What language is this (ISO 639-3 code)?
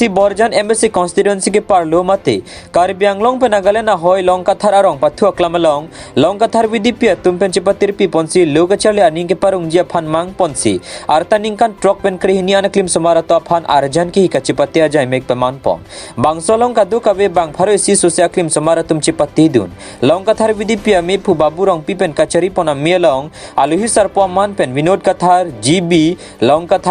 mjw